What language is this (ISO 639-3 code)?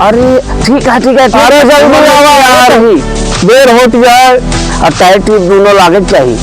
awa